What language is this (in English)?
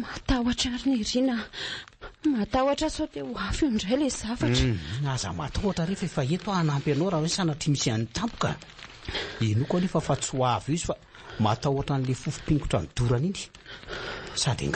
Malagasy